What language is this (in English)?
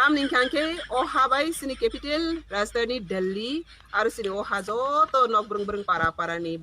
Kok Borok